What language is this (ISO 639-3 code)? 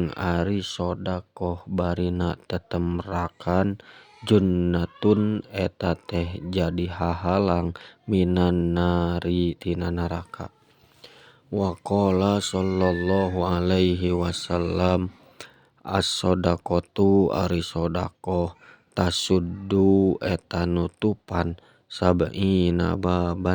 sun